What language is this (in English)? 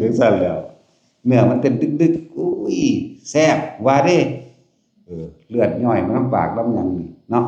Northeastern Thai